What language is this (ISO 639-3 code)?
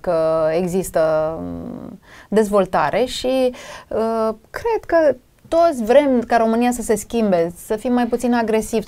ron